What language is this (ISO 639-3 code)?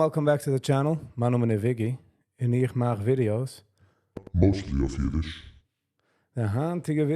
yid